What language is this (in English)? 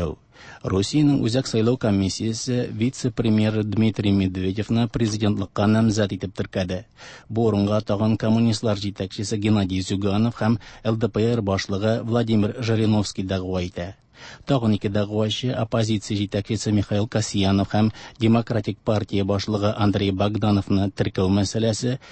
Tatar